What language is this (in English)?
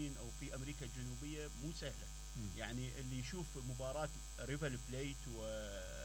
Mesopotamian Arabic